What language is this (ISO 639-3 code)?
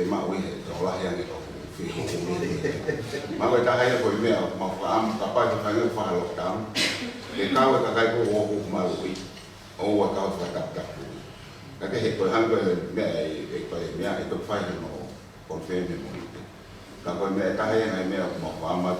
ton